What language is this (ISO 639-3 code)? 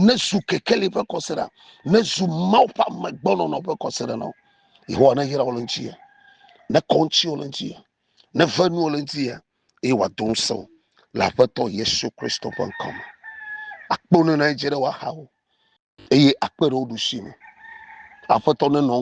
ewe